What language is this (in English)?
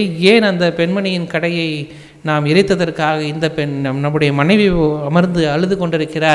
Tamil